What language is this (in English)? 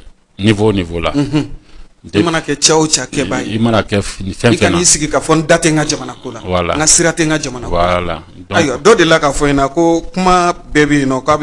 Bambara